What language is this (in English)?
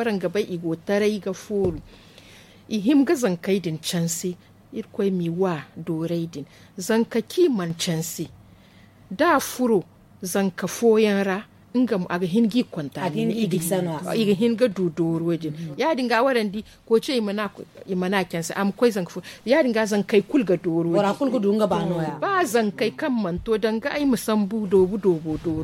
Zarma